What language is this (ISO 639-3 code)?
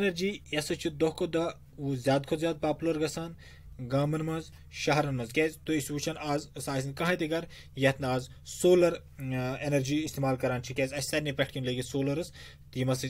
kas